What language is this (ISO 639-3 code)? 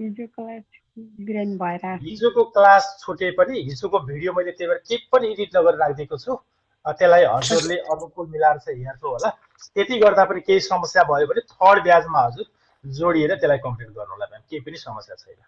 nep